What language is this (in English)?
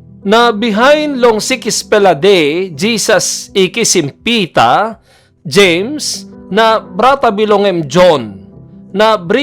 Tok Pisin